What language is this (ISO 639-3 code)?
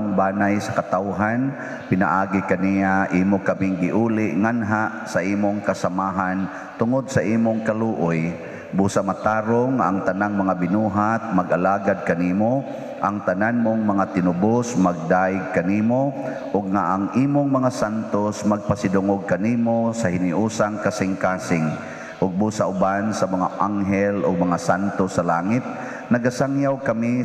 ceb